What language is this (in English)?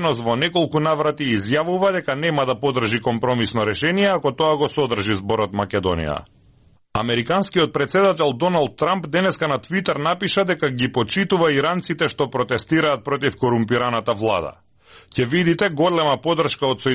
Macedonian